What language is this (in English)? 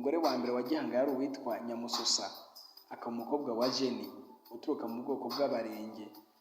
Kinyarwanda